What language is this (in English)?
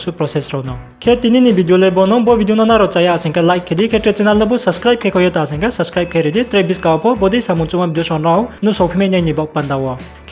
Riang (India)